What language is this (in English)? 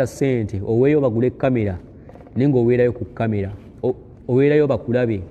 Ganda